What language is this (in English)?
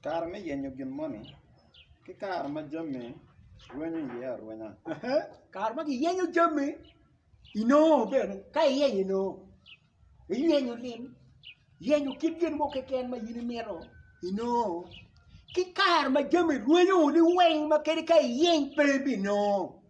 Acoli